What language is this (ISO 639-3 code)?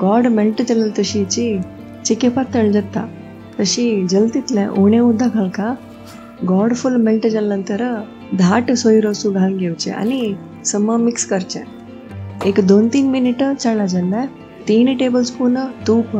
kok